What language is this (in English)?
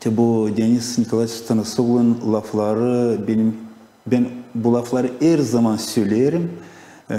Gagauz